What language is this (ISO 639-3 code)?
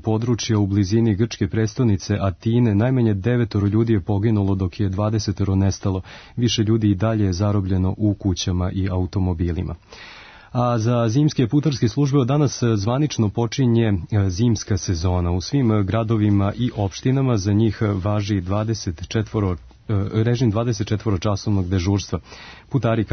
srp